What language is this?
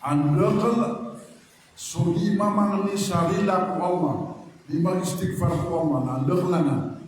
Maranao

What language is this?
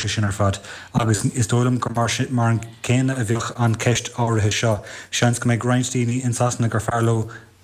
Irish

